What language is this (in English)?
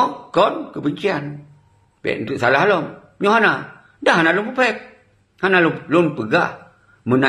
Achinese